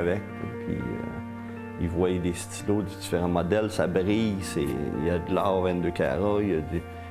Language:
French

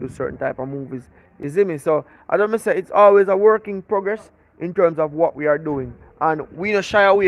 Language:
Jamaican Creole English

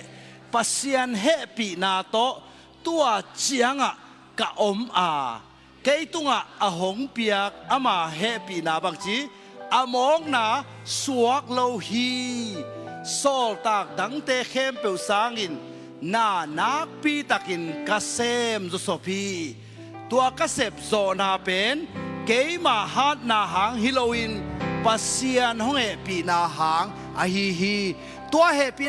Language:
Tedim Chin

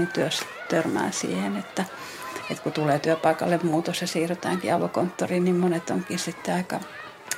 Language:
Finnish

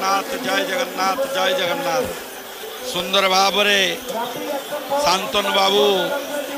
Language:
Odia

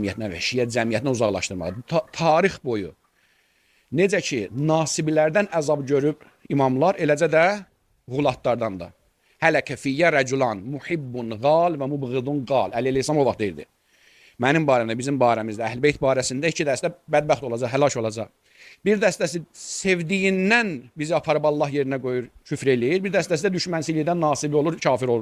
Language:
Azerbaijani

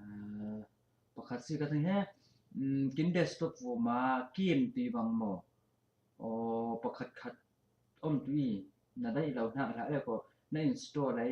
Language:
Falam Chin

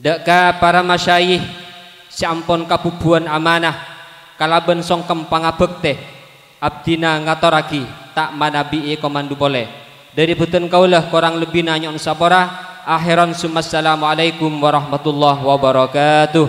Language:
Madurese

